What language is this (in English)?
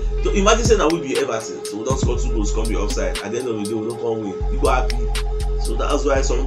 Nigerian Pidgin